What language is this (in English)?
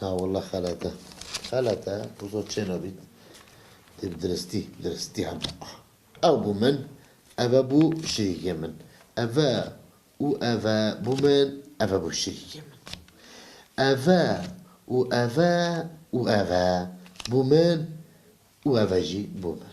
Kurdish